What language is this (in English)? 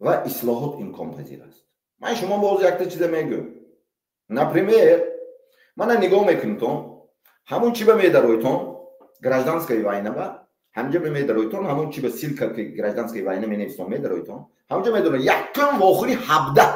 Tajik